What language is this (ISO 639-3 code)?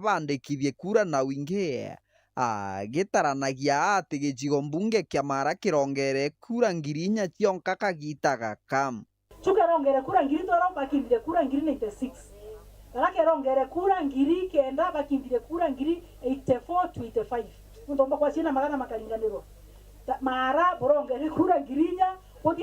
mer